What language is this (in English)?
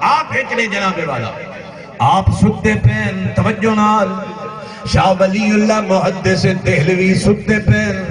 Saraiki